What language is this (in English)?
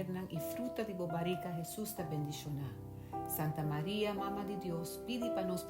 Papiamento